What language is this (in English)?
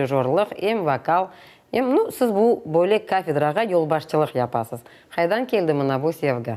Crimean Tatar